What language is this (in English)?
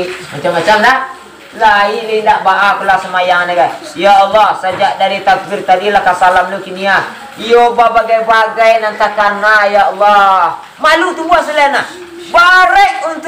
Minangkabau